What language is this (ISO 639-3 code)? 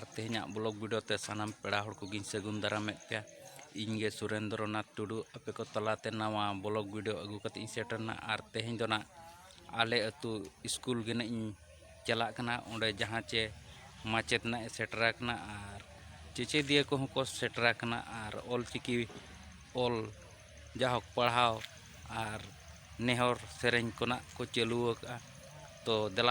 sat